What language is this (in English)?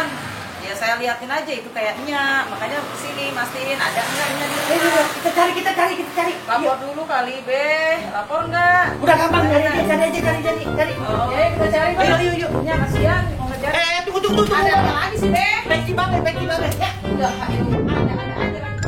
Betawi